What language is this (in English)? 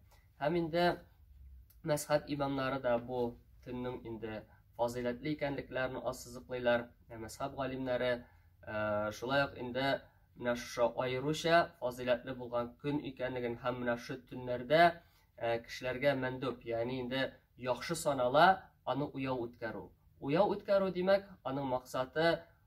Tatar